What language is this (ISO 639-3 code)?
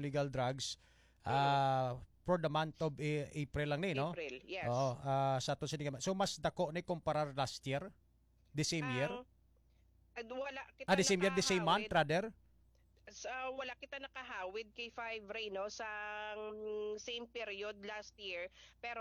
hil